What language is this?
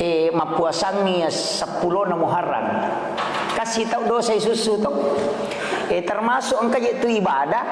Buginese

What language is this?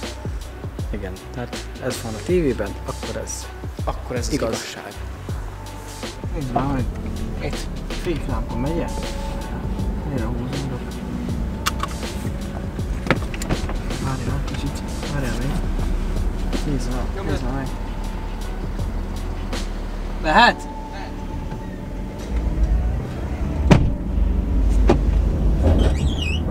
Hungarian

